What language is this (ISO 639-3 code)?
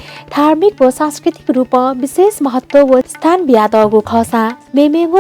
new